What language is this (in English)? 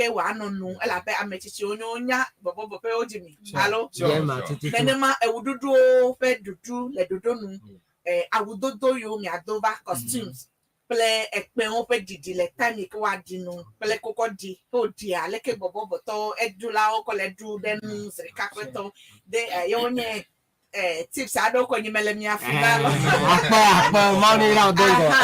Ewe